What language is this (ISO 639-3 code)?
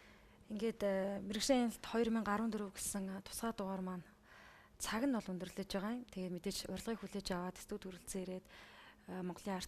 mon